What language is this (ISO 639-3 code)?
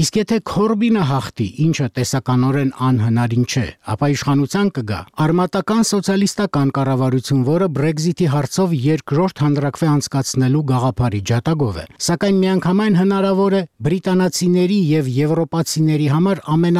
hye